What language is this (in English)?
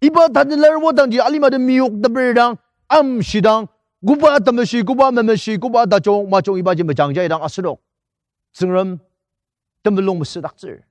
Ao Naga